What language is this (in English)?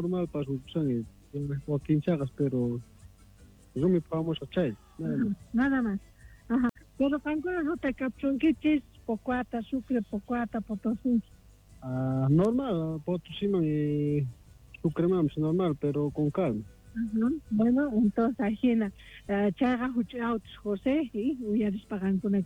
South Bolivian Quechua